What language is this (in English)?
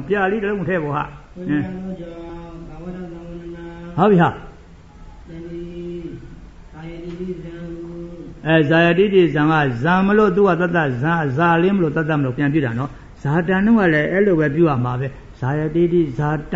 Burmese